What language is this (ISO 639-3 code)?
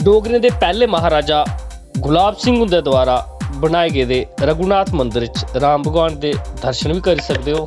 doi